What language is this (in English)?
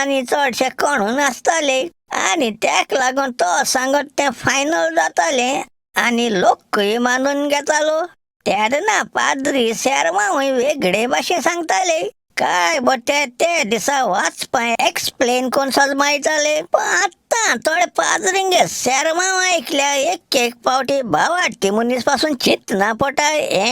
Konkani